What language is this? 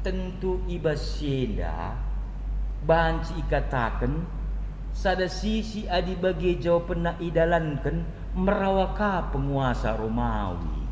Batak Karo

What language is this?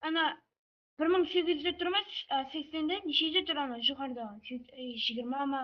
Kara-Kalpak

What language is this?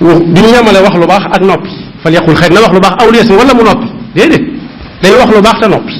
Wolof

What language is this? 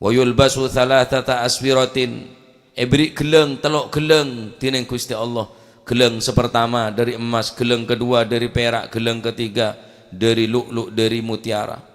Madurese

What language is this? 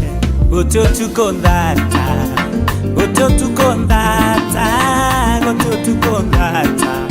Meru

